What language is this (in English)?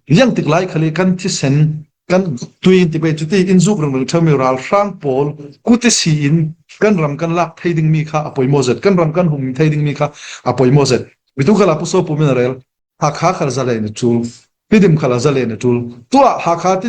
Falam Chin